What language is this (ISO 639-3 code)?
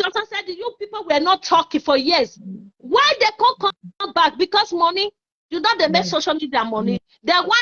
pcm